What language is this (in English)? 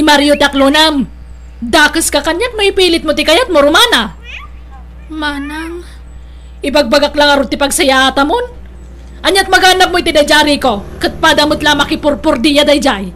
Iloko